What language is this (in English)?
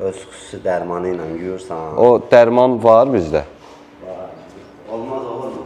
Azerbaijani